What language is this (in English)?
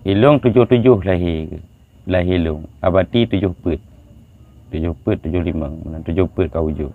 Achinese